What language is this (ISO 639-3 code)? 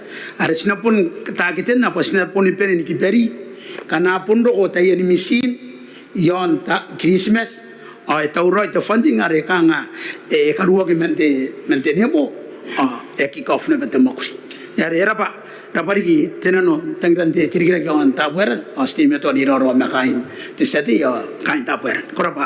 gil